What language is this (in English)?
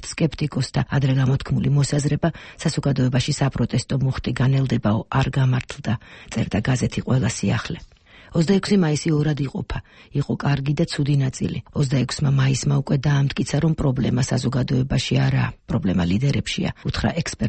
Georgian